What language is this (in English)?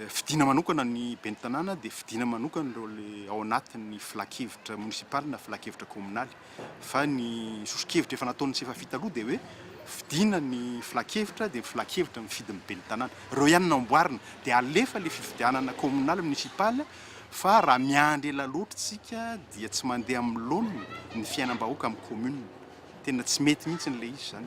Malagasy